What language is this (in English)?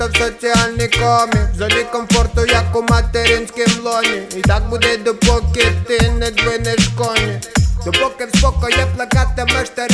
Ukrainian